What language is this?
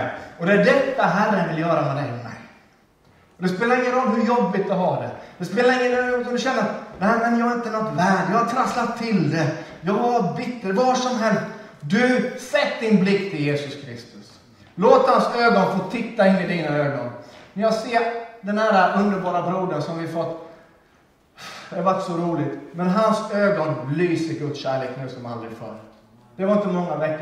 Swedish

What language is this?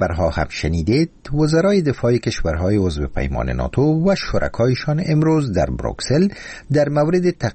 Persian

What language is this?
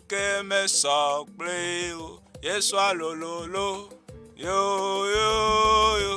Ewe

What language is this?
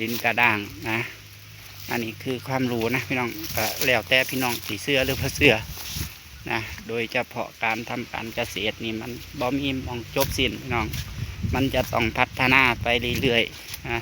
Northeastern Thai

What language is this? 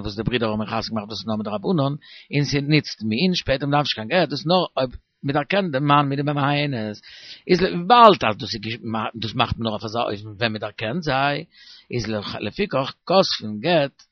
Yiddish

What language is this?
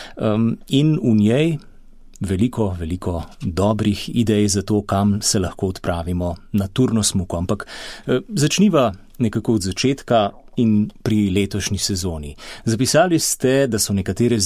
Slovenian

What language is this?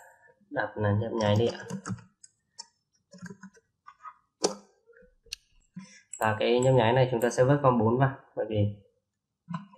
Vietnamese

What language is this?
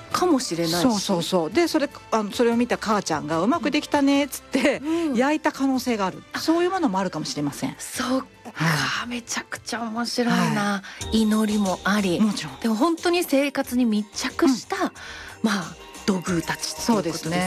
Japanese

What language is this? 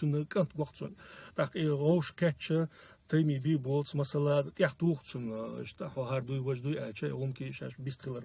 Chechen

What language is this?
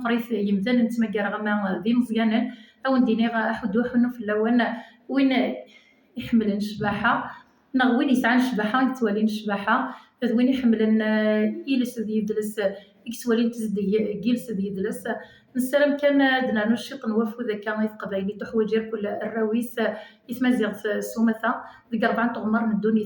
Kabyle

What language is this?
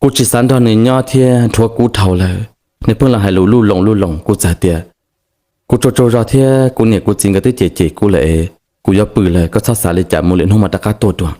Hmong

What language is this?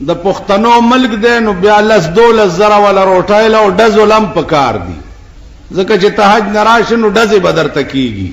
Pashto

